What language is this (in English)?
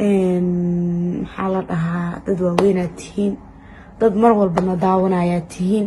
Somali